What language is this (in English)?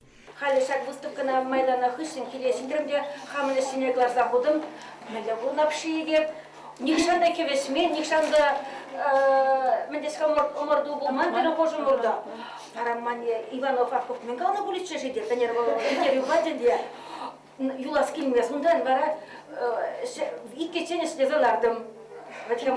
Chuvash